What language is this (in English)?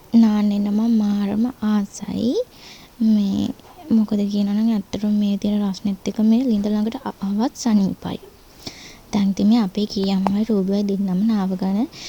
Sinhala